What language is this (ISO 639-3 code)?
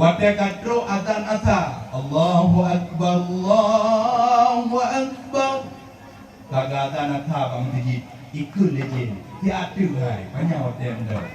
ace